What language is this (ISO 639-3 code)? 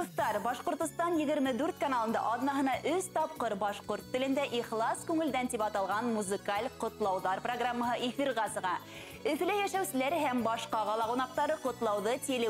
bak